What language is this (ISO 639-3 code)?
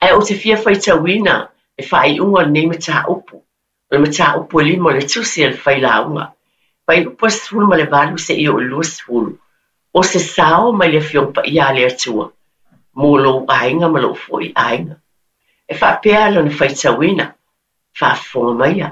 smo